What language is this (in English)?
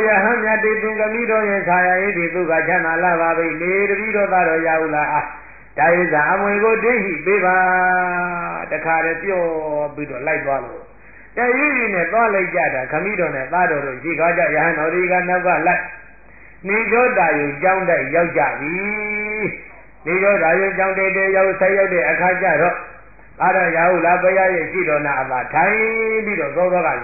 Burmese